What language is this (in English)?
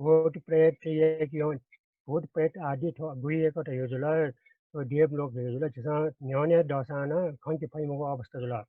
Newari